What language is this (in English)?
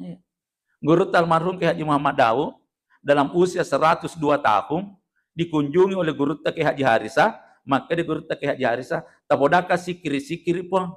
Buginese